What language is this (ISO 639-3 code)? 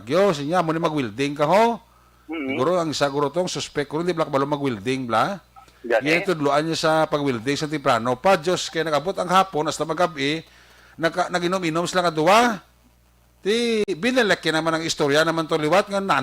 hil